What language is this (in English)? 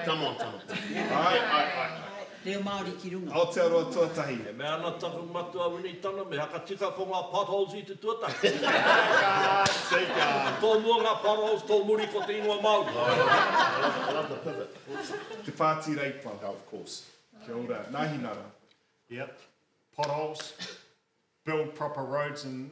Māori